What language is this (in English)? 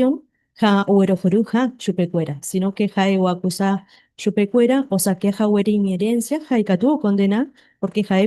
Guarani